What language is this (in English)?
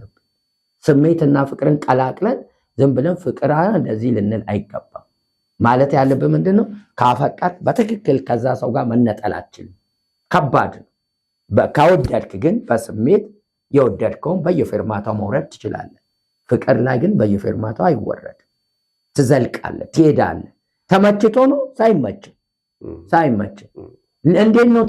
Amharic